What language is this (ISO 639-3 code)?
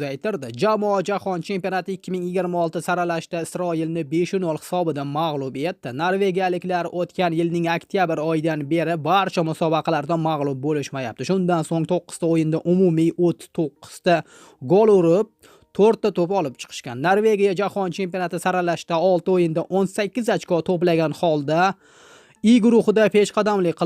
uzb